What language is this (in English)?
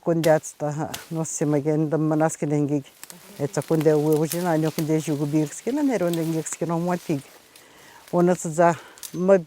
Atikamekw